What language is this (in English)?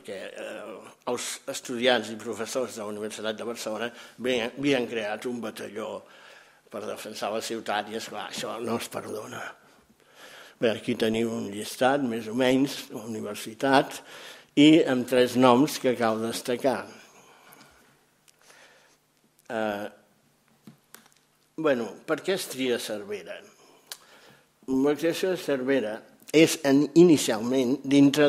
Catalan